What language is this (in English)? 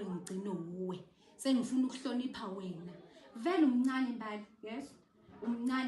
Zulu